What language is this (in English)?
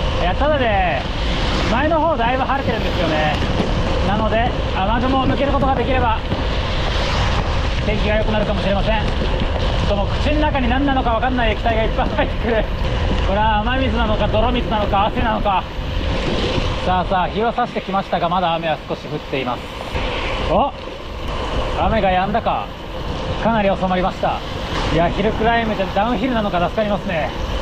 Japanese